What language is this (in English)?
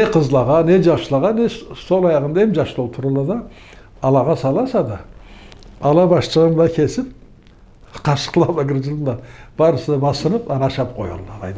Karachay-Balkar